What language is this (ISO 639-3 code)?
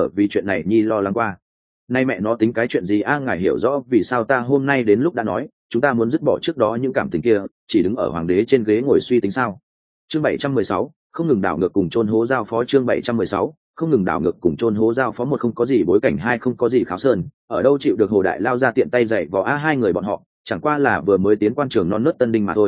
vie